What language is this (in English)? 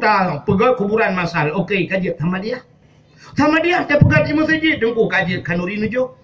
Achinese